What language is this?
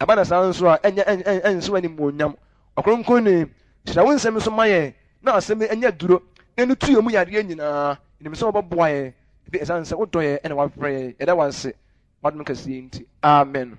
Akan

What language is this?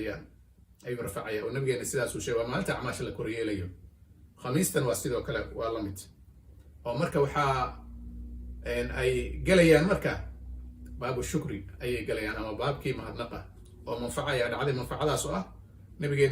Somali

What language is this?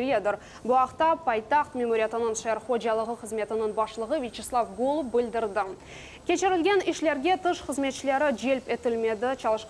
Crimean Tatar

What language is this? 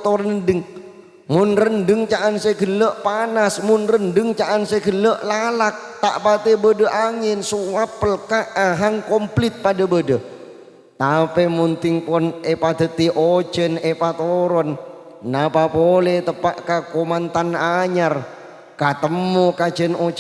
Madurese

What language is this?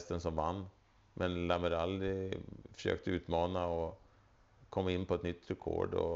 Swedish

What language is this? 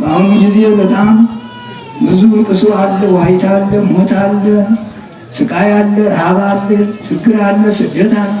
Amharic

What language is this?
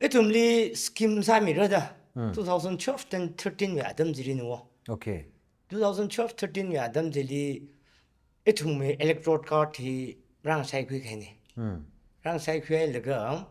Tangkhul Naga (India)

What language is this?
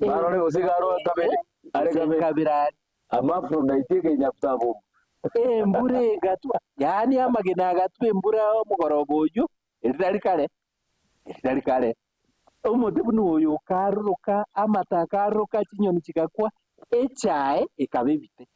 Gusii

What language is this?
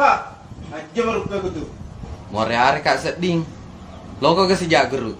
Buginese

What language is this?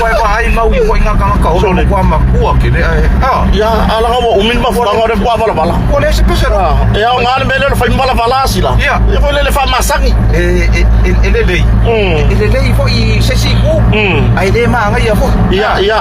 Samoan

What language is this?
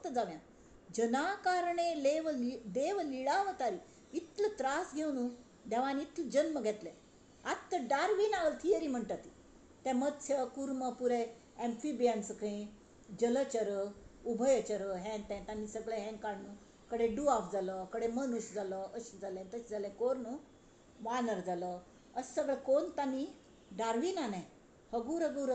Konkani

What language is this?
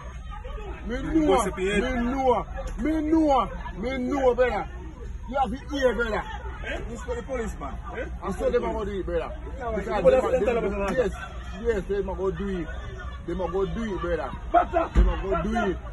Jamaican Creole English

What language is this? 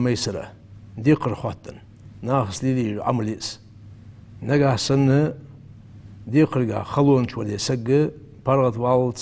Ingush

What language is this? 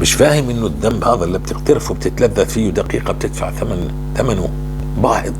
North Levantine Arabic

